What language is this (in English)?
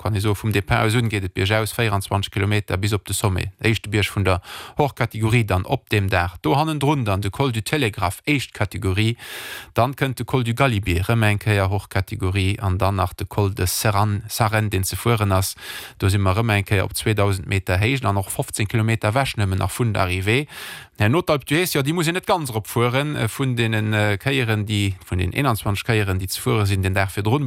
Luxembourgish